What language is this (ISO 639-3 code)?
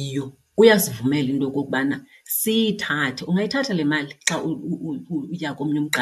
xho